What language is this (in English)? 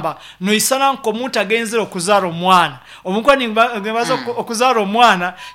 Nyankole